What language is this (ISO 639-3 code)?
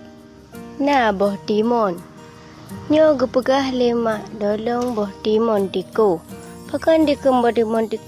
ace